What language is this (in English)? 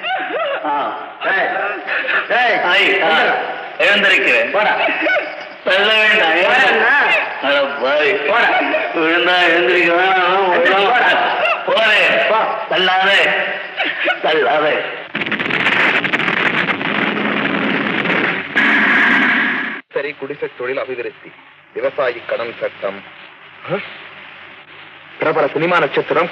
Tamil